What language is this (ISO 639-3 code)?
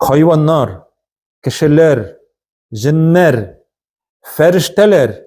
tat